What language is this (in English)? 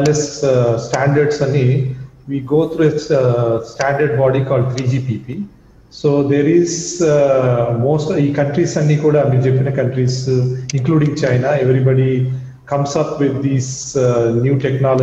Telugu